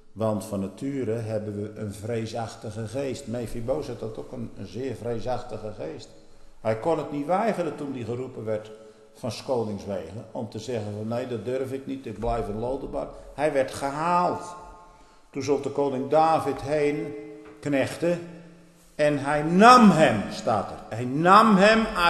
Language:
Dutch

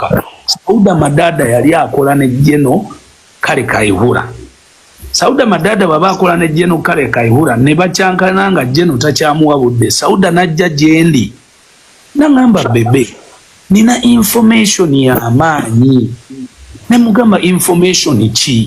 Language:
Ganda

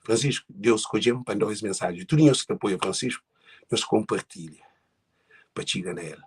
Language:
Kabuverdianu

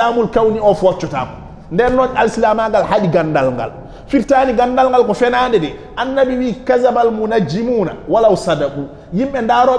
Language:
Fula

